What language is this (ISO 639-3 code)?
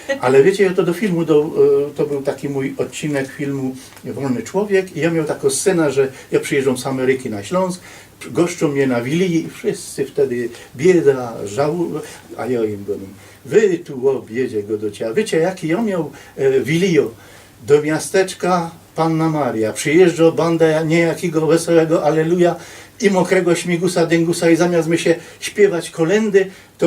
szl